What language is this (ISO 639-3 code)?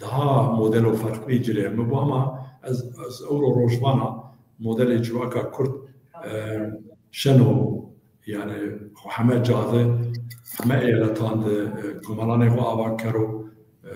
zza